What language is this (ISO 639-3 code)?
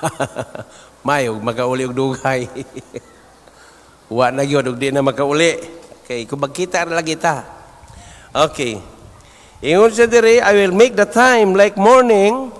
ceb